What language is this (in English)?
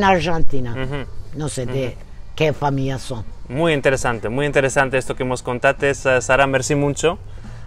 Ladino